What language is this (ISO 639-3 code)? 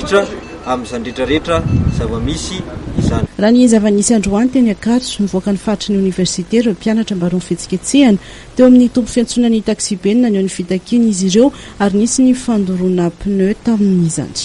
mlg